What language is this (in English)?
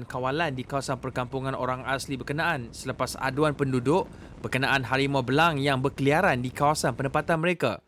Malay